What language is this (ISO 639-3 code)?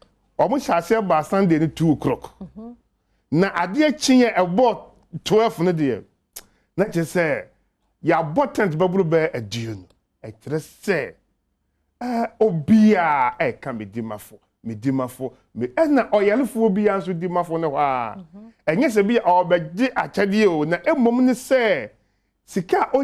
aka